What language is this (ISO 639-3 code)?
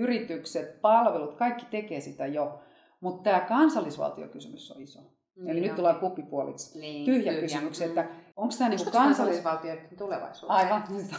fin